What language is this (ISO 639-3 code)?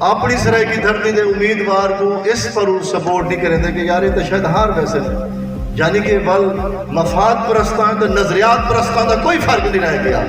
skr